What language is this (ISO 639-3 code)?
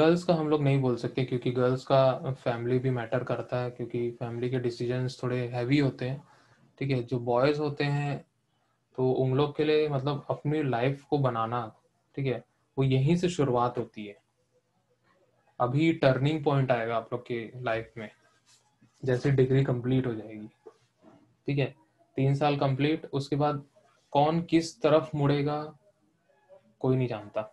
hin